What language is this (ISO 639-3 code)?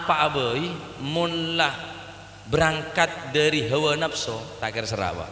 mad